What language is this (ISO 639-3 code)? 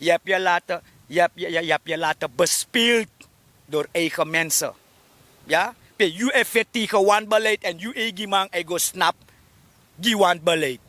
srn